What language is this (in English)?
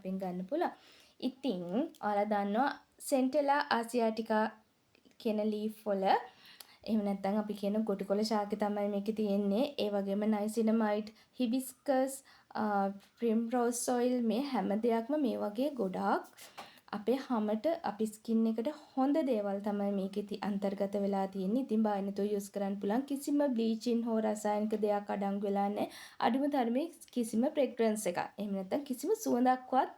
Sinhala